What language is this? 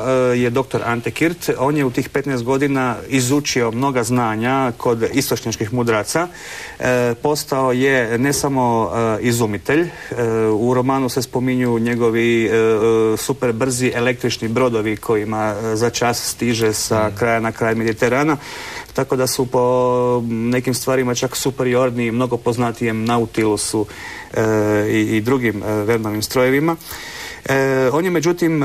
Croatian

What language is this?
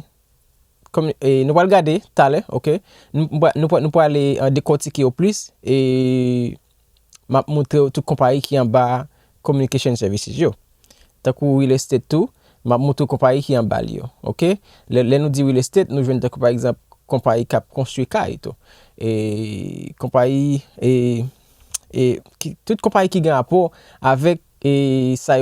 Haitian Creole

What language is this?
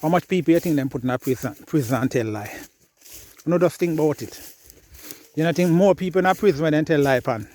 Jamaican Creole English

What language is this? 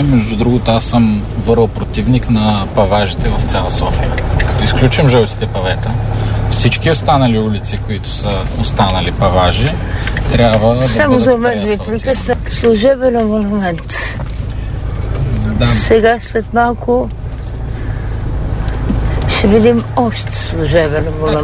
Bulgarian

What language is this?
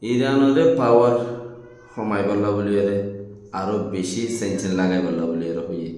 Rohingya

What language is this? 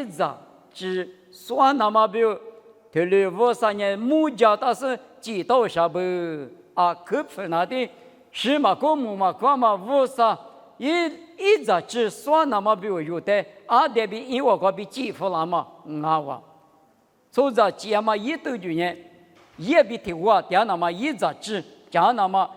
Lisu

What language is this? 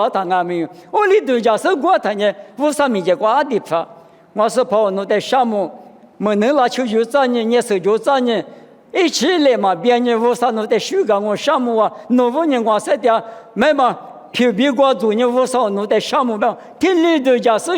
Lisu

